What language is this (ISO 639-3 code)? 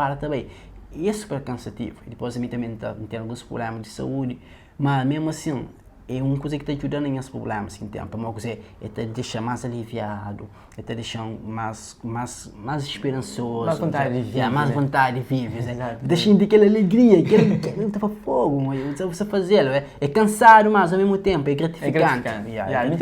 kea